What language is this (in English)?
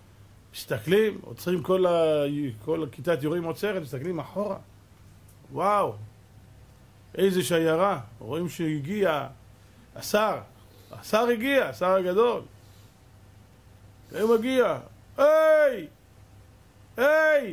Hebrew